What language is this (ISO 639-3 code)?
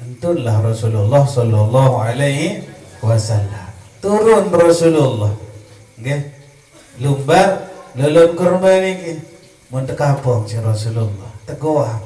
sas